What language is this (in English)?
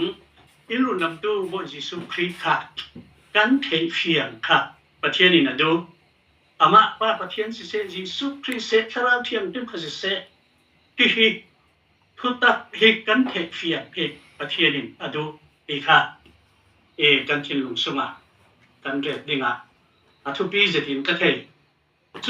Falam Chin